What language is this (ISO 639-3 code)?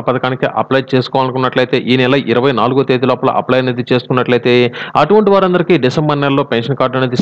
tel